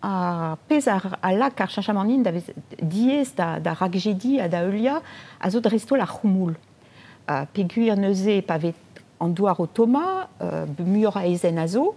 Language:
Breton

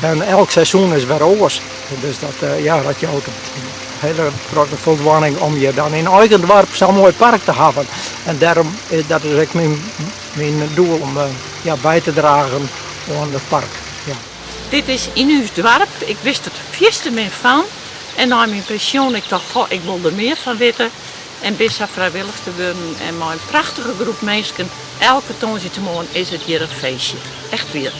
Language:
Western Frisian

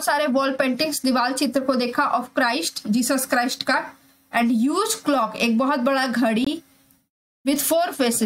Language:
Hindi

